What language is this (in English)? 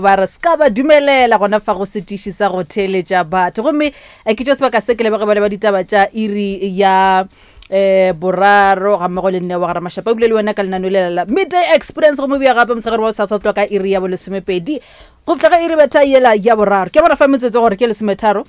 Northern Sotho